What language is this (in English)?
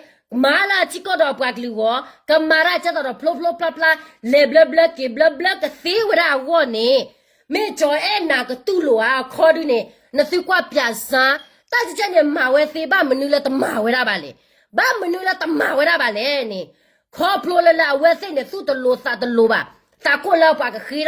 S'gaw Karen